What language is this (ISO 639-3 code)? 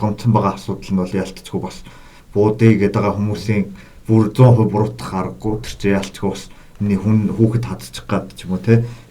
mon